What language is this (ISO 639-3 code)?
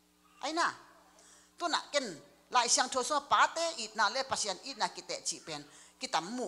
ctd